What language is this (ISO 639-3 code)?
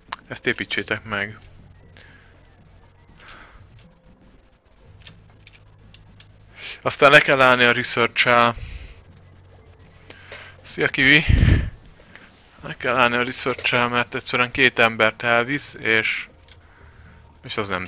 hun